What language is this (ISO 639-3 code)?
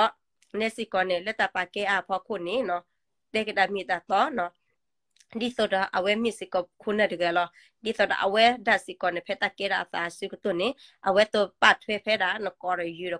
ksw